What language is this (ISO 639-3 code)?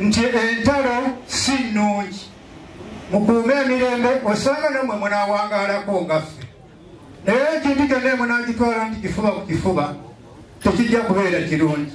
lug